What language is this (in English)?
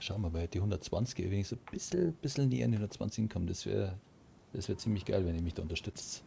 Bavarian